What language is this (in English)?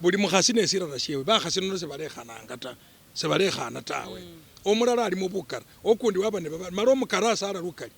Masaaba